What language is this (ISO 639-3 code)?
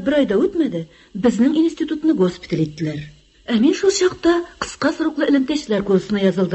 tat